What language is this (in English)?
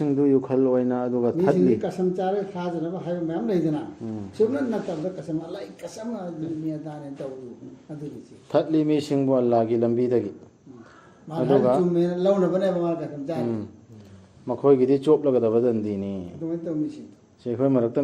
Manipuri